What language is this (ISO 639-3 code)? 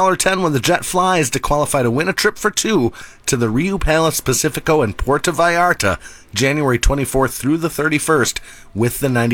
eng